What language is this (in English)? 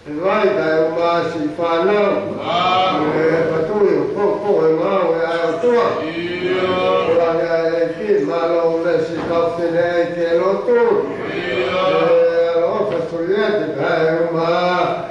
Tongan